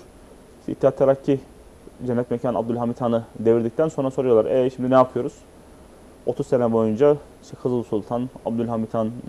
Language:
Turkish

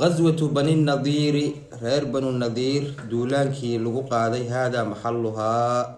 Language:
Somali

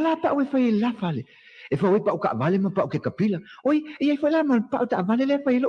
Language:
Samoan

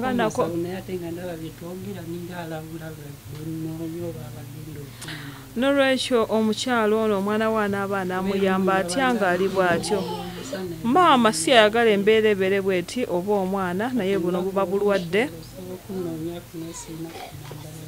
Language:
Ganda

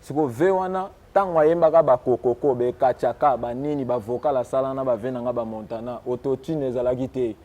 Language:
Lingala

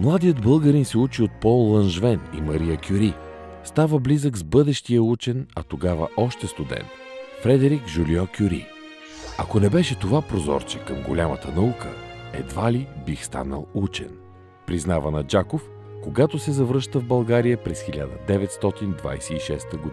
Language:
Bulgarian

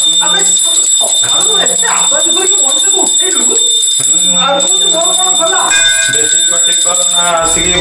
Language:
Odia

